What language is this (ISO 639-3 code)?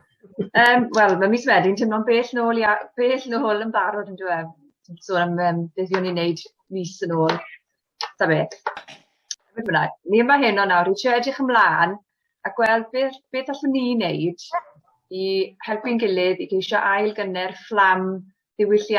cym